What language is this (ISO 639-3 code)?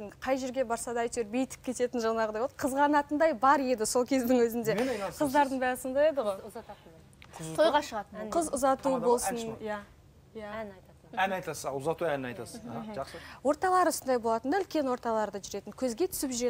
kaz